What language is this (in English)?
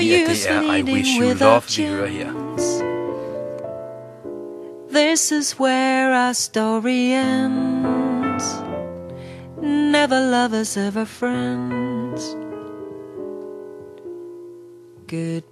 Danish